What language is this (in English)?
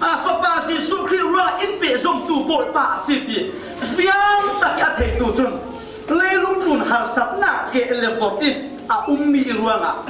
Falam Chin